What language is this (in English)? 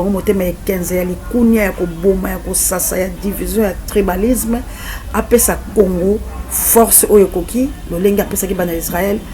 Lingala